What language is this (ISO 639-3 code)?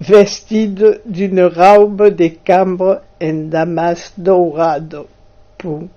oci